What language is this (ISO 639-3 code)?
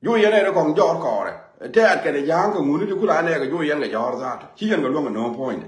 nus